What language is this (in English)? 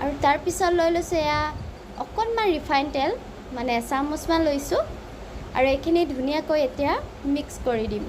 Assamese